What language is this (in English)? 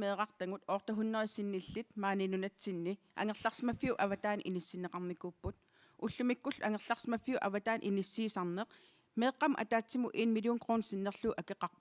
Kalaallisut